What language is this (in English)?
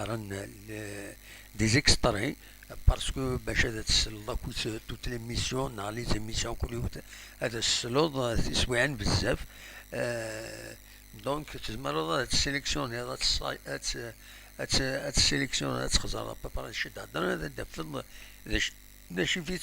Kabyle